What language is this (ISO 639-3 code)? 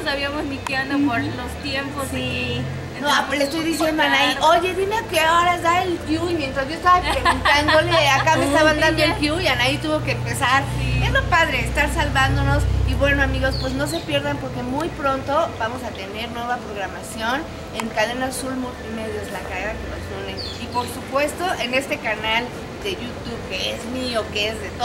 spa